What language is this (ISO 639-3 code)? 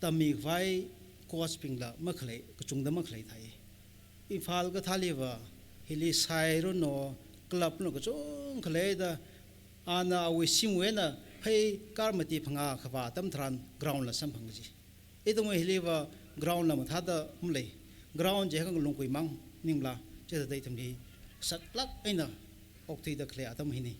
nmf